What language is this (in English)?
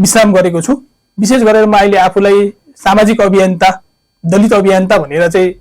Nepali